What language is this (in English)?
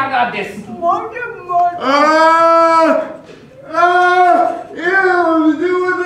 Japanese